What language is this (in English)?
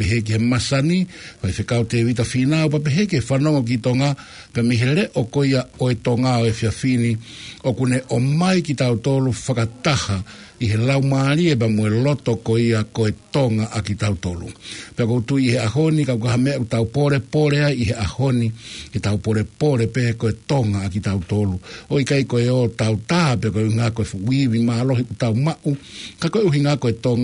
Tongan